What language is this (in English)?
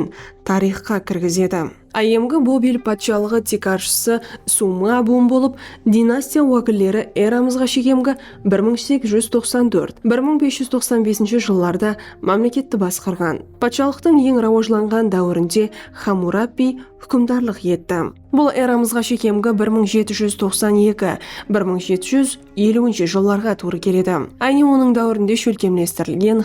Kara-Kalpak